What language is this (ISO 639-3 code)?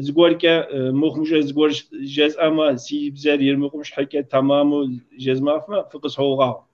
kbd